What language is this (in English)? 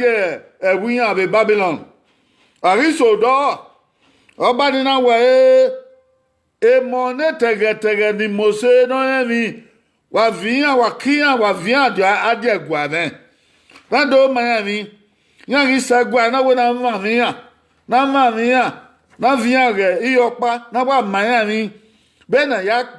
Bini